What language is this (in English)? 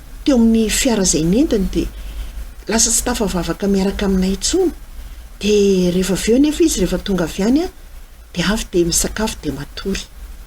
Malagasy